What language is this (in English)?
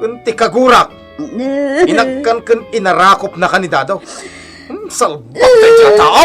Iloko